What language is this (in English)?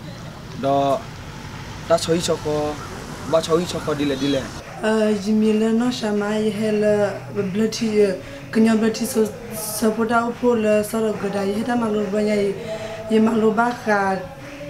S'gaw Karen